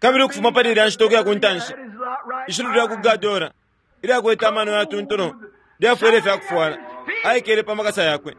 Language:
Bemba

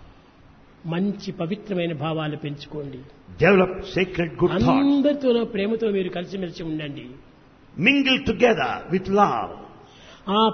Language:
Telugu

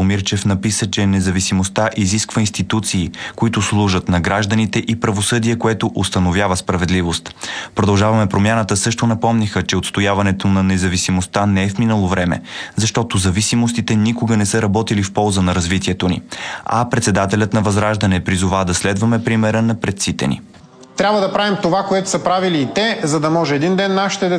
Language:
Bulgarian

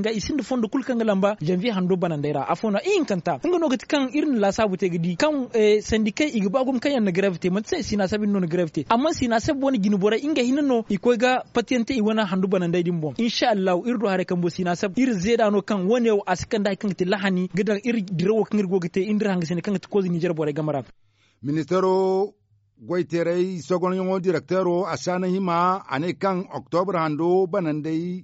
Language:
Zarma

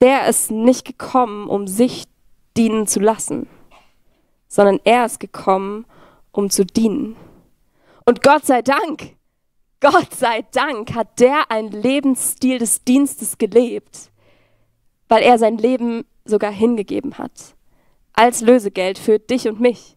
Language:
Swiss German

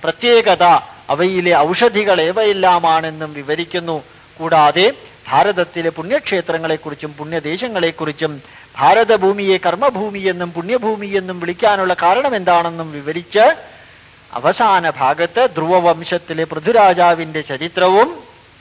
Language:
Malayalam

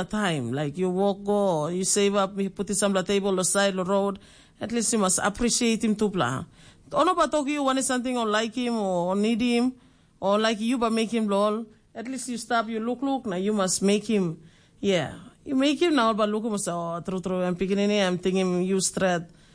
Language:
Tok Pisin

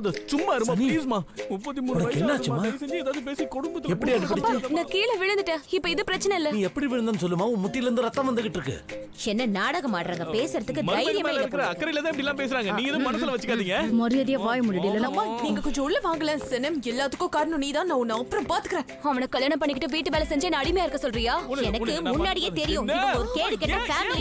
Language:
Tamil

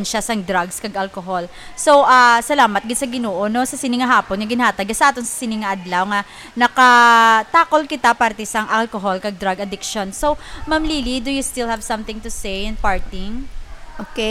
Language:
Hiligaynon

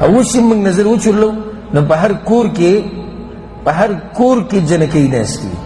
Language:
Pashto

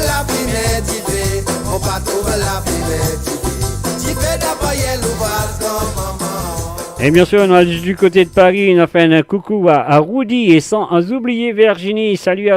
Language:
Morisyen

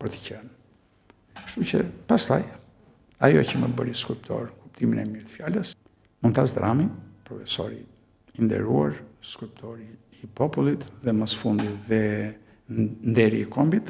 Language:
Albanian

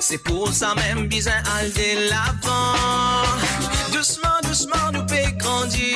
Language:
Morisyen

